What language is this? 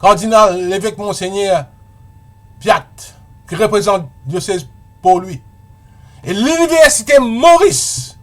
Morisyen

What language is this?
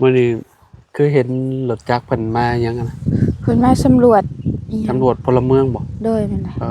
Lao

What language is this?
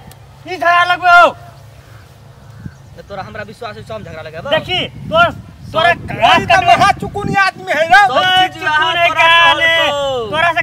Maithili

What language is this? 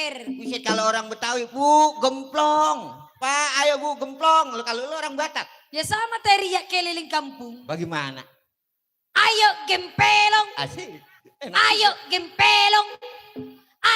Betawi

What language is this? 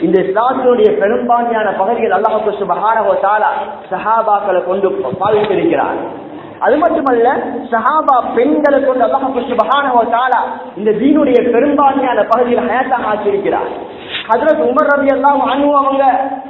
Tamil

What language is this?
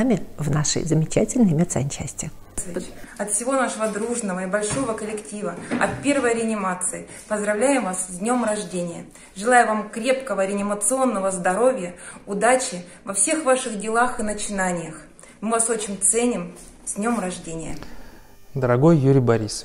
Russian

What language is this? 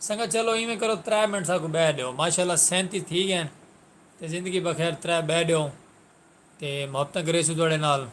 Saraiki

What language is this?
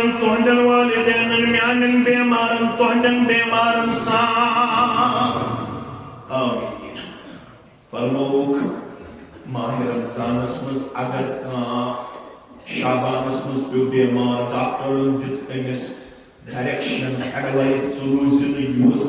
Kashmiri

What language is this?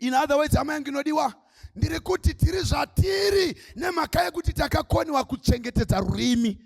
Shona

